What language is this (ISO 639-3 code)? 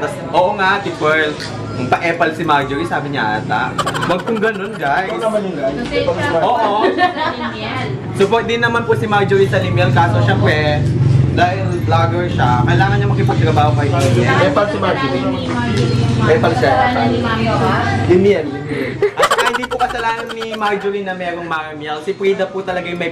fil